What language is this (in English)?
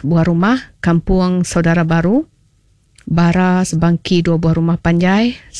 Iban